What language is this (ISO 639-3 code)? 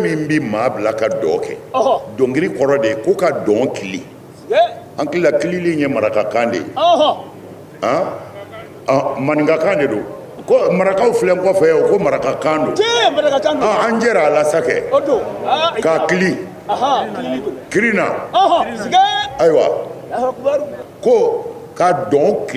bam